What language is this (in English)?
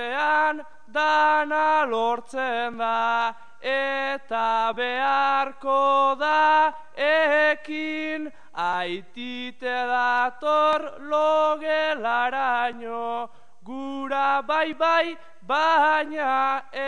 Basque